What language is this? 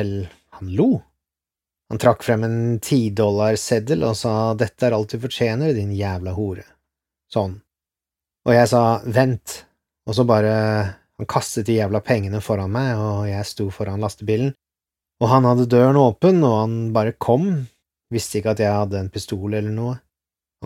Norwegian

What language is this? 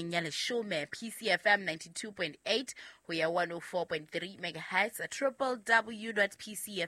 Southern Sotho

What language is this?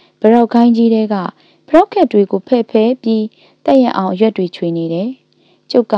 Burmese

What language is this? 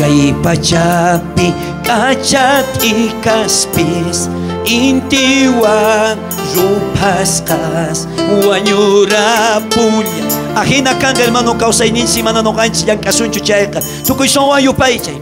South Bolivian Quechua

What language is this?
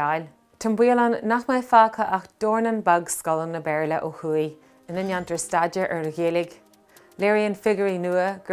Irish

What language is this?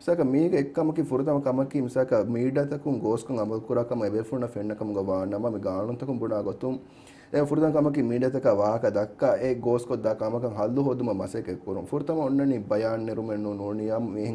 Divehi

